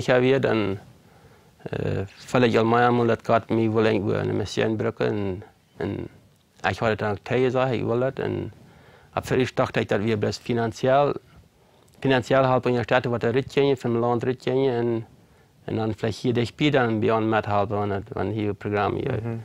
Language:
Plautdietsch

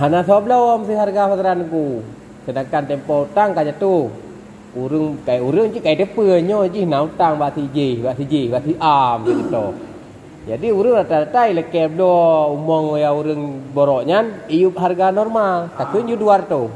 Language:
Achinese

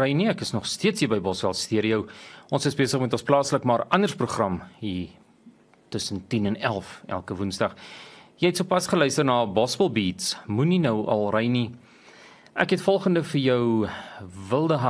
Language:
Afrikaans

